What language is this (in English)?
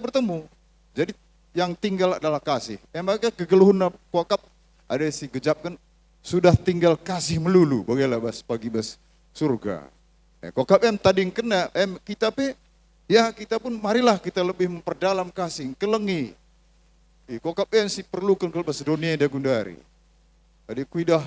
Batak Karo